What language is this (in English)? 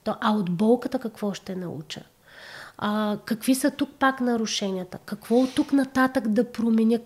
Bulgarian